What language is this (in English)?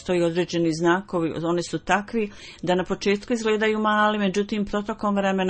Bosnian